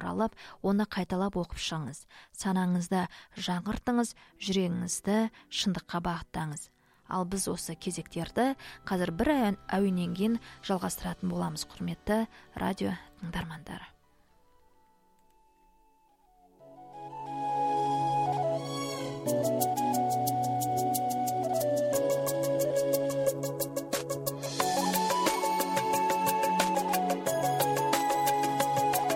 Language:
Kazakh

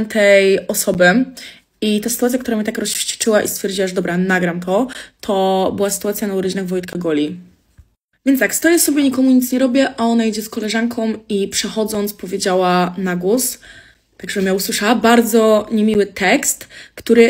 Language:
Polish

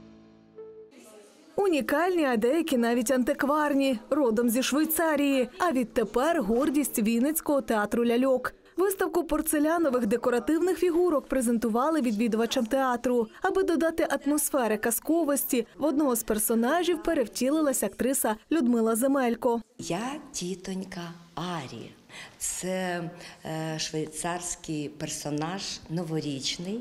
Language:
Ukrainian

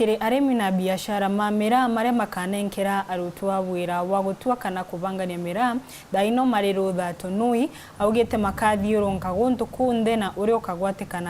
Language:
Meru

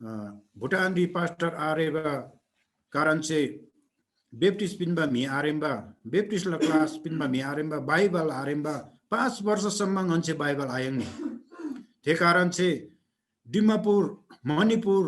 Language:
Eastern Tamang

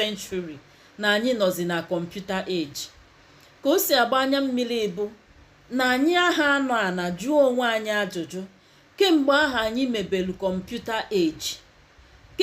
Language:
Igbo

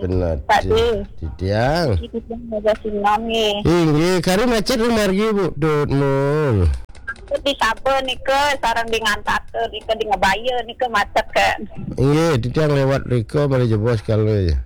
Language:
Balinese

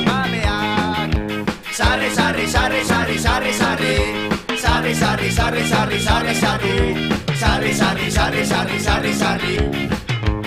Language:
Basque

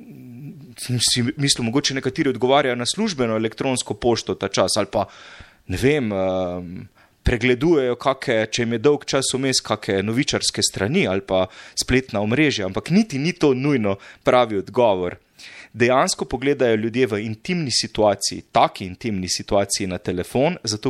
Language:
Slovenian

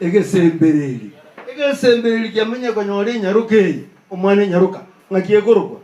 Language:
Gusii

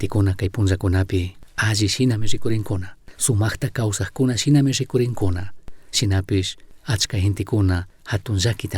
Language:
Chimborazo Highland Quichua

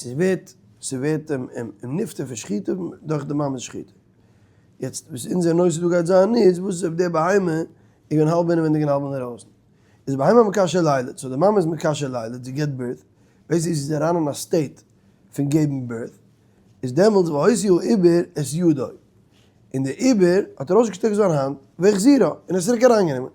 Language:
Yiddish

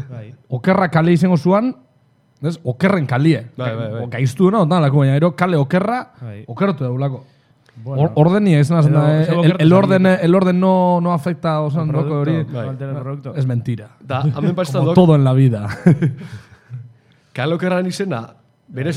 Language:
Basque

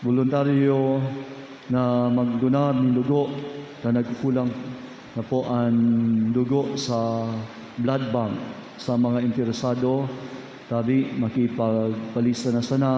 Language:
Bikol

